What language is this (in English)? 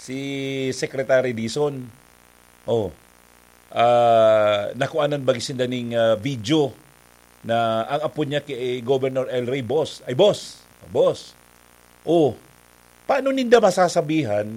Bikol